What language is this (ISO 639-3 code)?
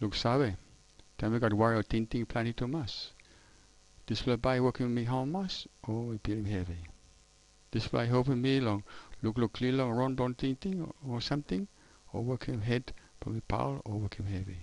tpi